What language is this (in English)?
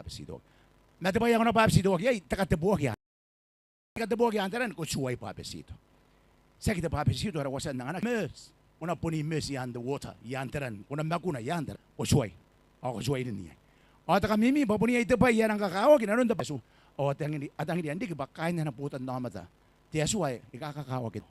Gilbertese